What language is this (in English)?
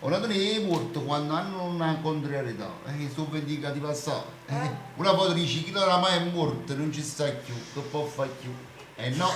Neapolitan